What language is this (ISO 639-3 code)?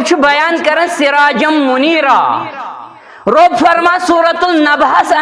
kas